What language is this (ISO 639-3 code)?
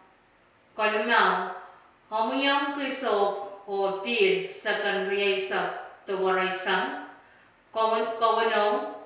pon